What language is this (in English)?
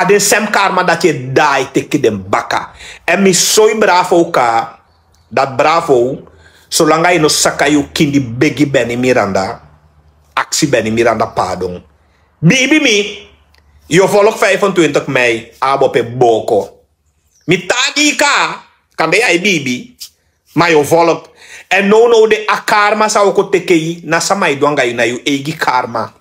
Sranan Tongo